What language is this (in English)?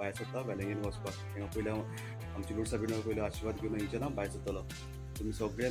Konkani